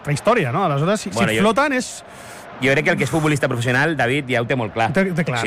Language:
Catalan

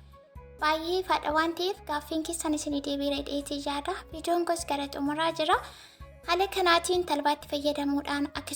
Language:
Oromo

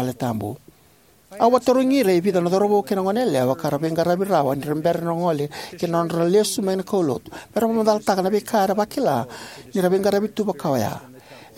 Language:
Fijian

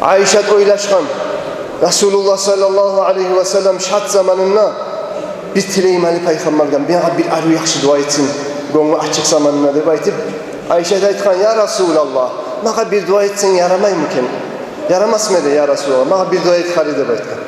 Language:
Kumyk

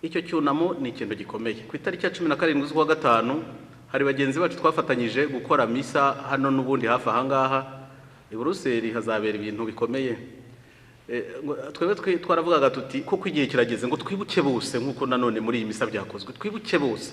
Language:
Kinyarwanda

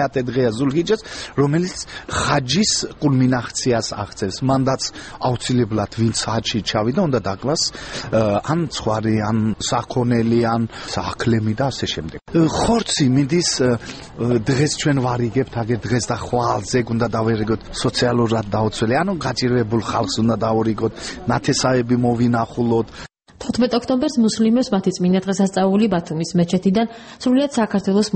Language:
Georgian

